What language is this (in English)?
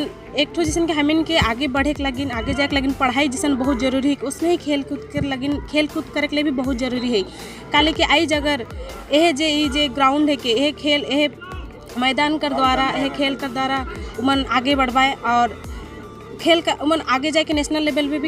Sadri